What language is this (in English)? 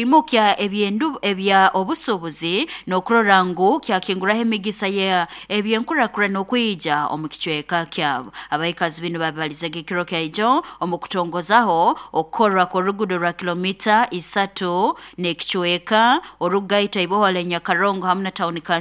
Nyoro